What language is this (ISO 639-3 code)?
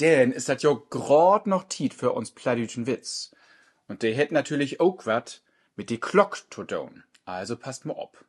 nds